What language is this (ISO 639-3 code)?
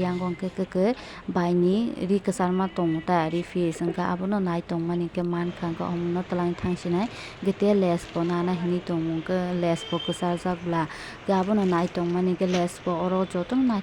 trp